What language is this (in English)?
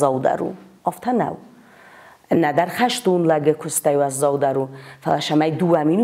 Ossetic